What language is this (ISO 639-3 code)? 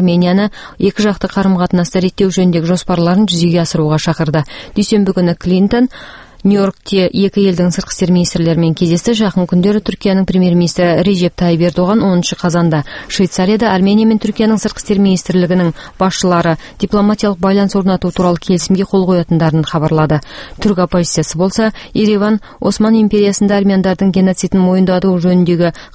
kaz